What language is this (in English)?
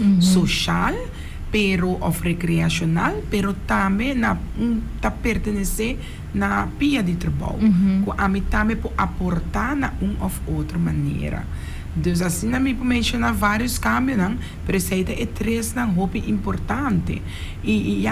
Papiamento